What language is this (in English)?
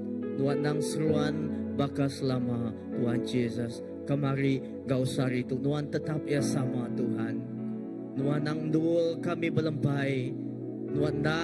Iban